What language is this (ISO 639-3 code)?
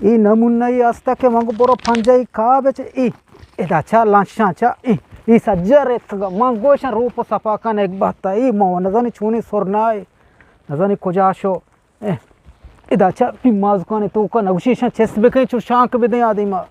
bgp